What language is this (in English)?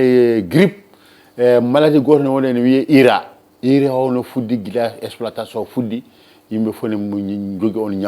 Fula